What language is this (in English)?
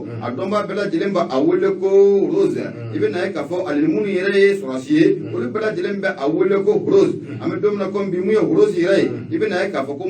Bambara